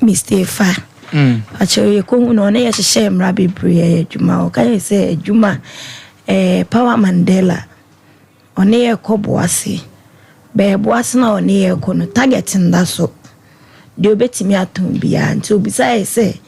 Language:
Akan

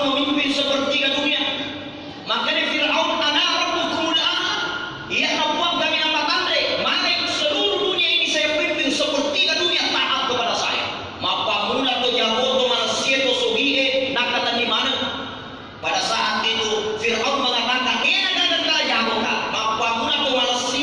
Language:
Buginese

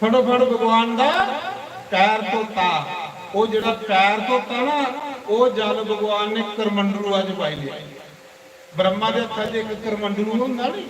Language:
Dogri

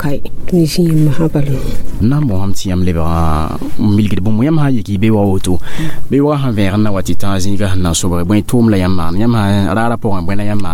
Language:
Mossi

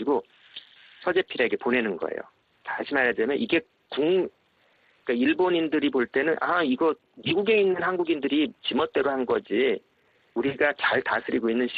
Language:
Korean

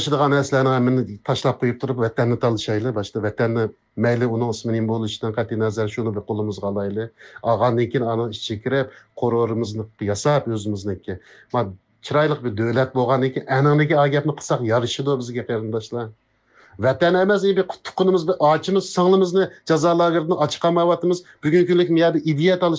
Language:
Uyghur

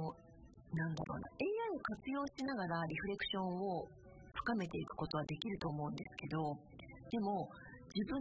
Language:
Japanese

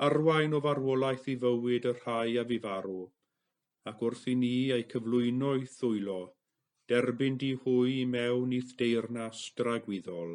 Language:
Welsh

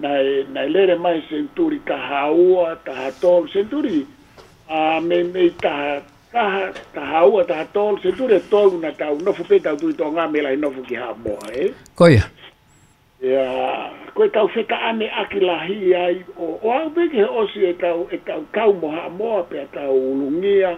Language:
Tongan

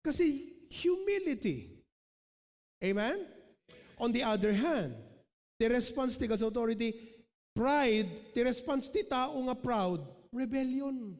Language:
Iloko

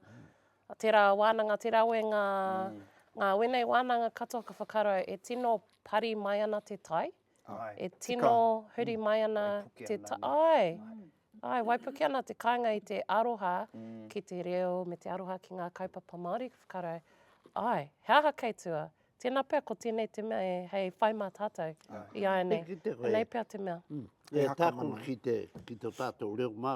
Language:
Māori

